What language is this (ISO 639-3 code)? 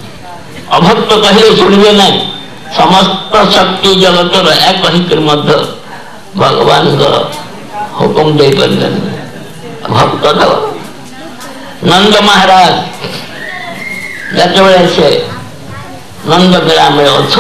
ori